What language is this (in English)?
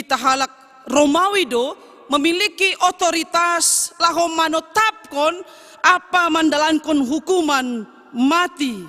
Batak Simalungun